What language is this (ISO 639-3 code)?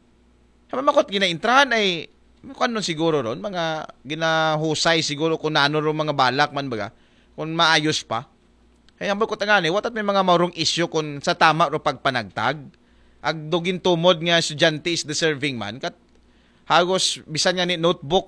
akl